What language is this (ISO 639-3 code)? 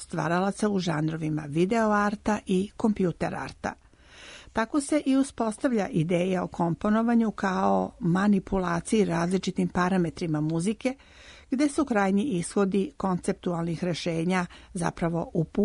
srp